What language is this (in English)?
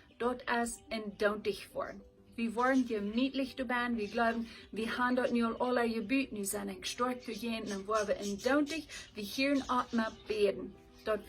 Plautdietsch